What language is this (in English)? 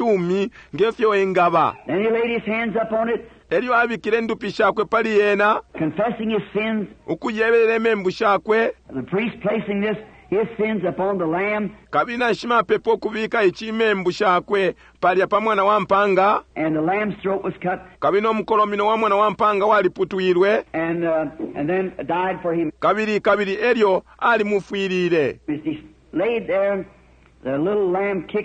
Bemba